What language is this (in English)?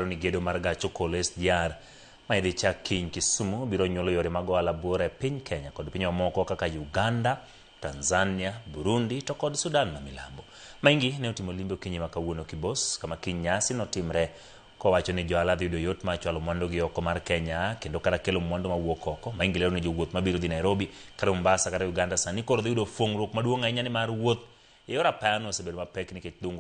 Luo (Kenya and Tanzania)